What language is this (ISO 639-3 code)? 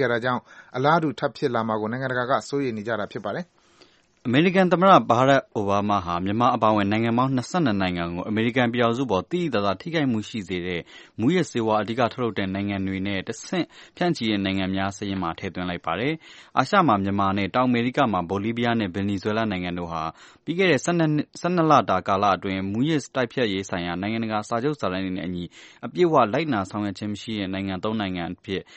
mya